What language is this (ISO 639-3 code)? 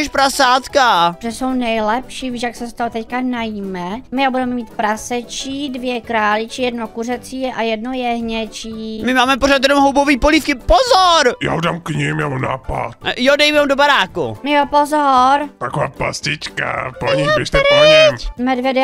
ces